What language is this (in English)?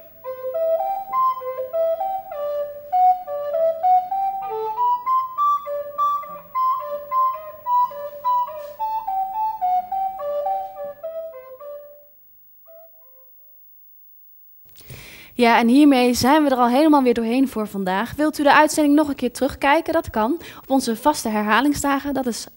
Dutch